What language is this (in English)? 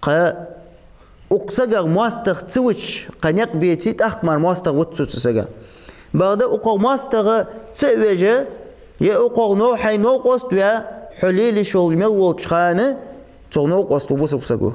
Ingush